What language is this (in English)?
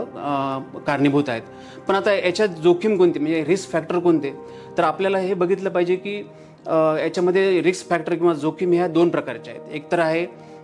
Marathi